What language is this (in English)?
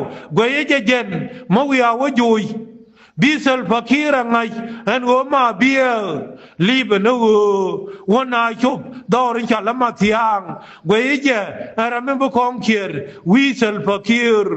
Nuer